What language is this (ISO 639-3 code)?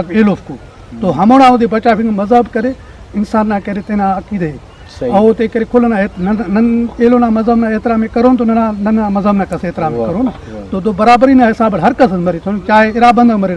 brh